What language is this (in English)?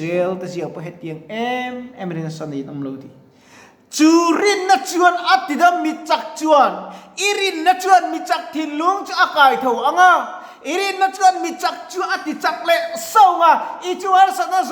Mizo